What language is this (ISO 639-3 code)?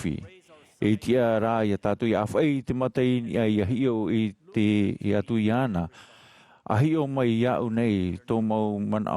tah